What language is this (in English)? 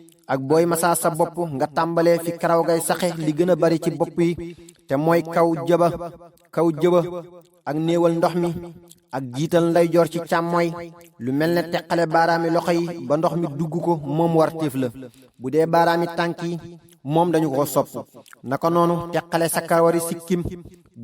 Wolof